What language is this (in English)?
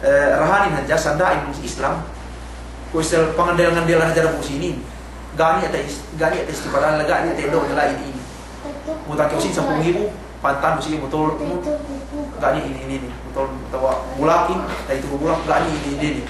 Yakan